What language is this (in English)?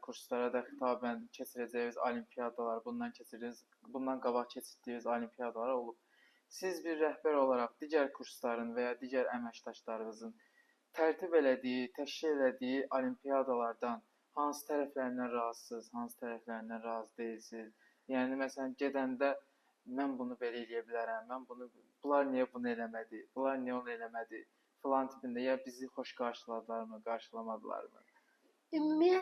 Azerbaijani